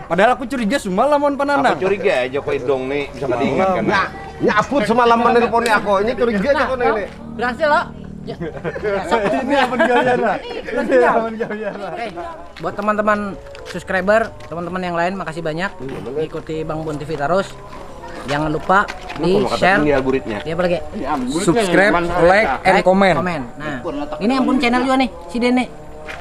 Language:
Banjar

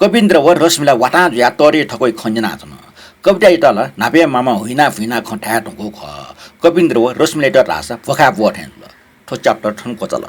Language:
Newari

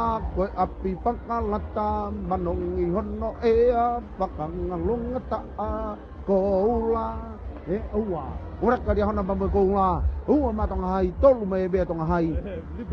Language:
Tongan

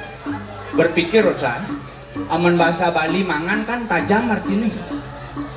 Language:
Balinese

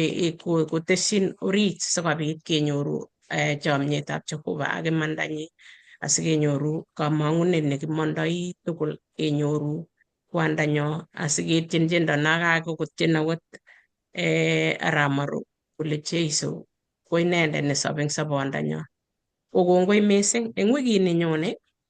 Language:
Kalenjin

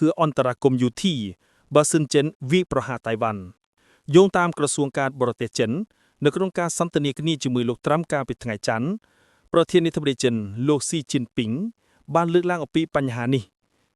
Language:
Khmer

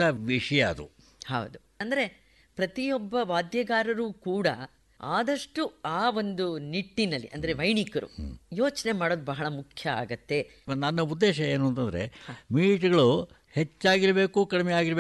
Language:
Kannada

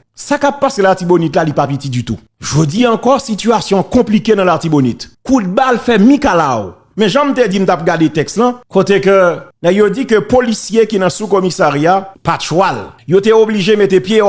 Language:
Haitian Creole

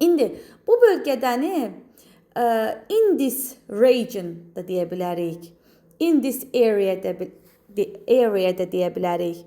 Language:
Azerbaijani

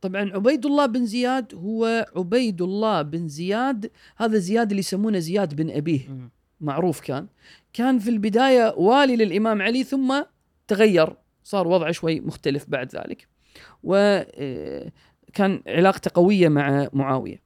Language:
Gulf Arabic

